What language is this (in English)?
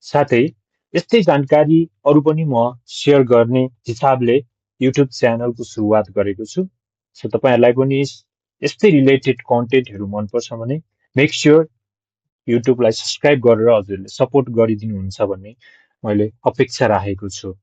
Nepali